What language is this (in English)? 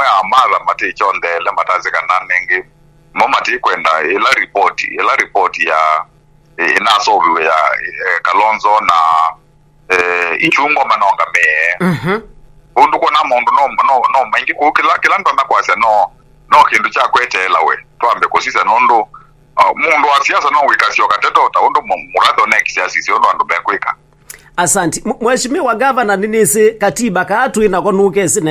Kamba